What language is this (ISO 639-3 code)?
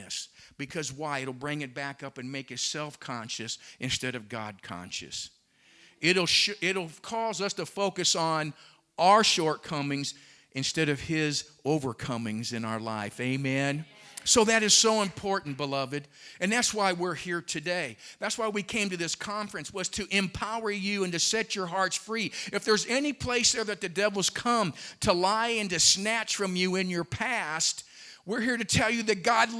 eng